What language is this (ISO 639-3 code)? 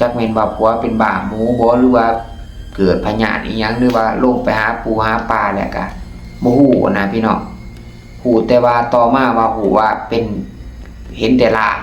lao